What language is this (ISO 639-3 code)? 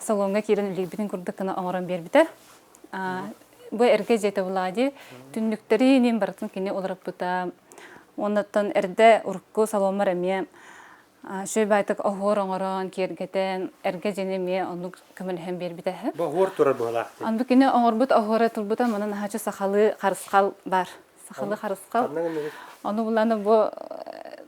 sah